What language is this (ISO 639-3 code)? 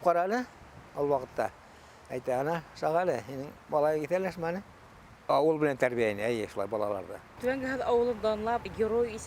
bak